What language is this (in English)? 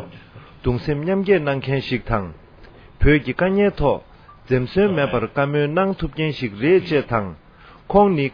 Tibetan